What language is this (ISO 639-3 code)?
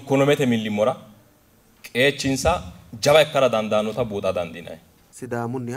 sid